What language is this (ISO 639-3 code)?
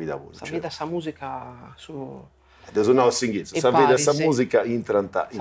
srd